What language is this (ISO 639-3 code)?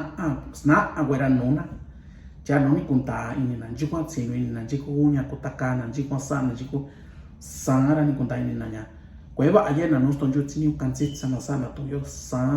mix